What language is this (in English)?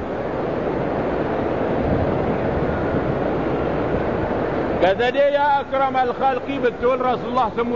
Malay